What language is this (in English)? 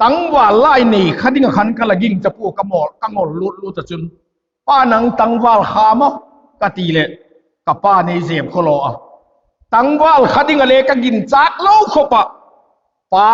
Vaiphei